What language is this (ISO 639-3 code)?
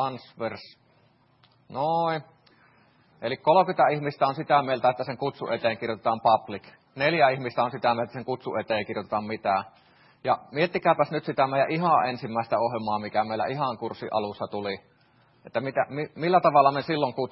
fin